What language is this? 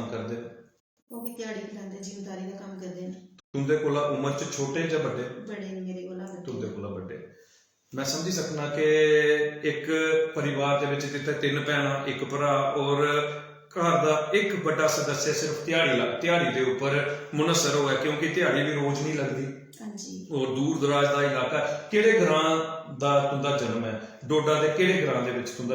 Dogri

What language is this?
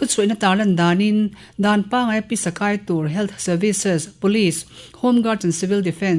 Mizo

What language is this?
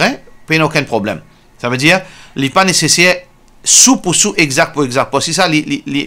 Morisyen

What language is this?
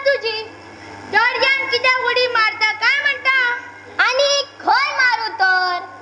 Konkani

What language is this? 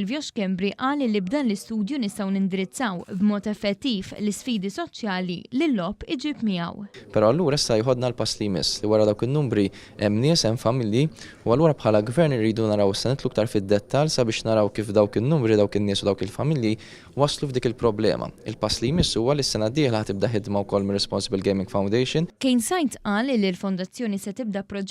Maltese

